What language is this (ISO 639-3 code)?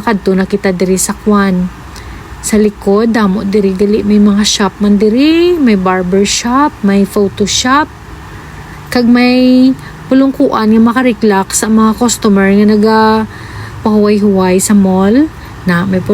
hil